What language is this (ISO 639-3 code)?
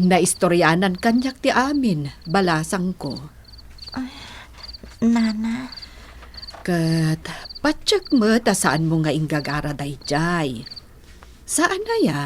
ilo